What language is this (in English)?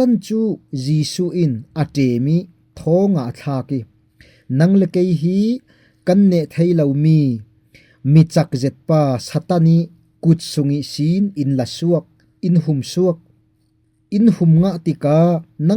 Falam Chin